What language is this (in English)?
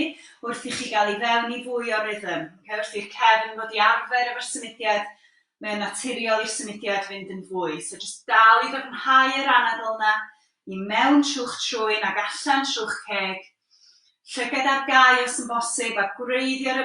Welsh